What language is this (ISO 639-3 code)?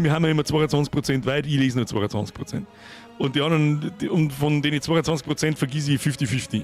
bar